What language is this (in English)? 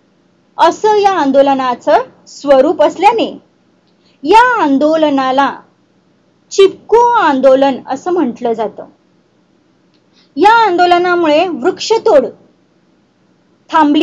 Marathi